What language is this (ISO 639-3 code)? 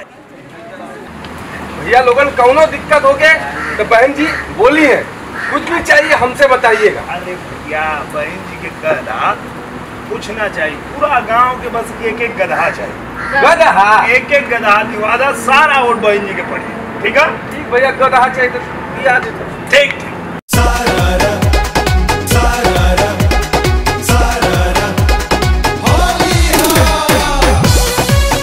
bho